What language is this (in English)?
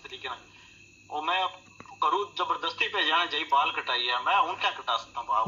Pahari-Potwari